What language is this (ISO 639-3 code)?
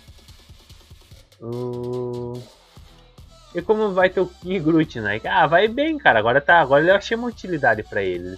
por